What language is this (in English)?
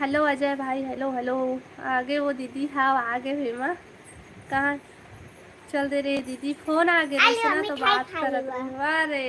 Chhattisgarhi